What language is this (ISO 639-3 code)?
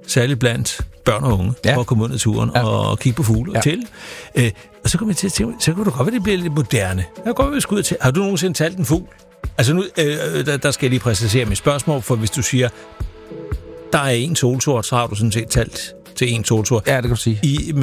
dan